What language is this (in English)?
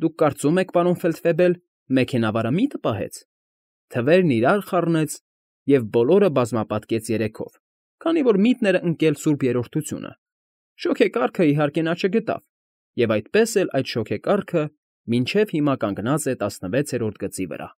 Armenian